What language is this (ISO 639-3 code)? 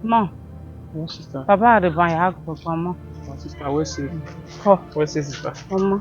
bin